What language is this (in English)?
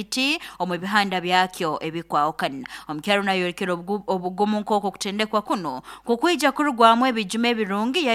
Nyoro